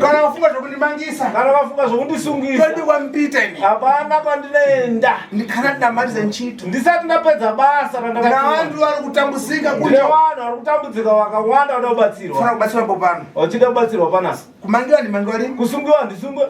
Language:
Shona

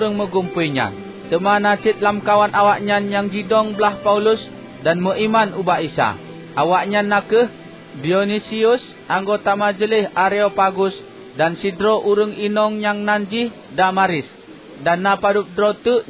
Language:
Achinese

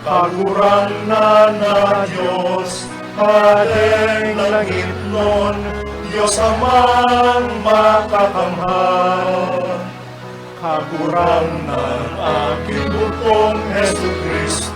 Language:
Bikol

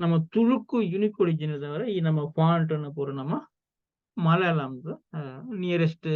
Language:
Tulu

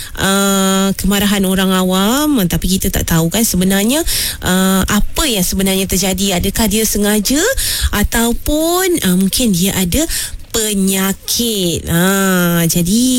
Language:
Malay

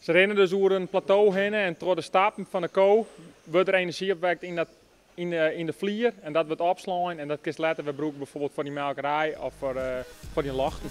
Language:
Western Frisian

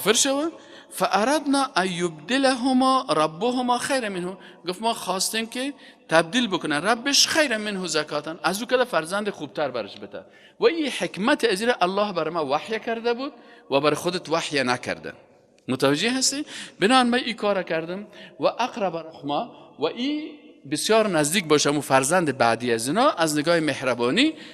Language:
Persian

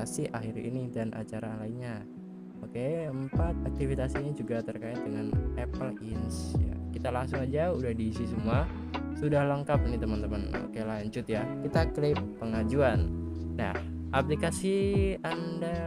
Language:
Indonesian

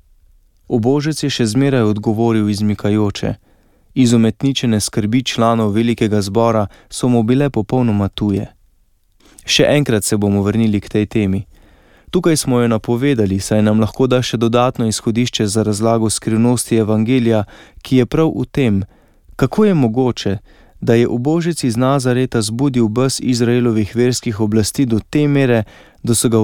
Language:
Slovenian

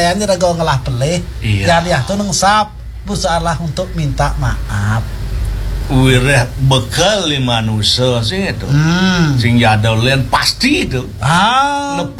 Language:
Balinese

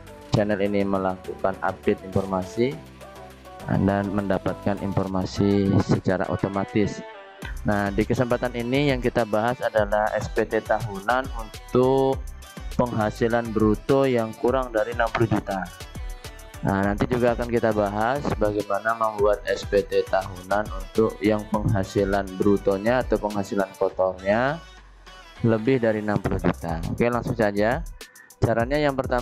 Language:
Indonesian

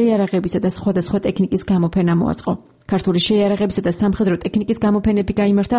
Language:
Georgian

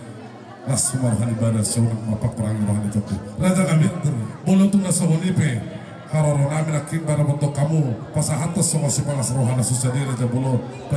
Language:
Batak Toba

